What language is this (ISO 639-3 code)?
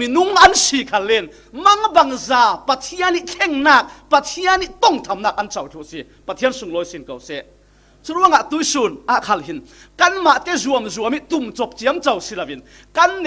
cfm